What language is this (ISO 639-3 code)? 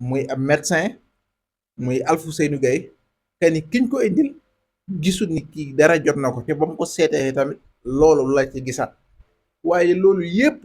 wol